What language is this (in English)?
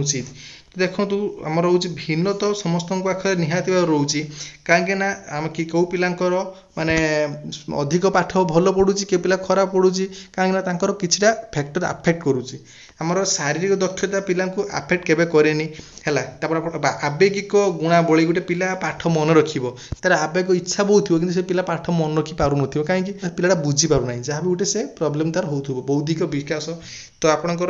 Odia